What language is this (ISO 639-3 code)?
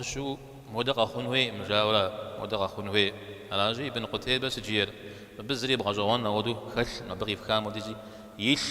kbd